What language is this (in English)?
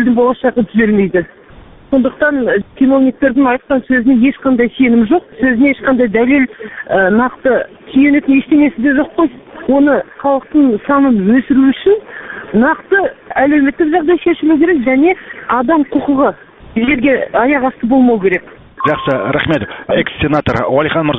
Kazakh